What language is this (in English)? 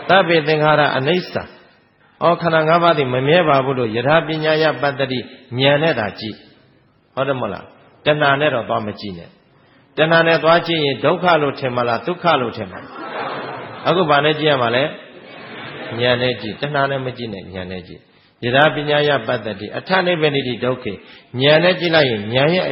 Burmese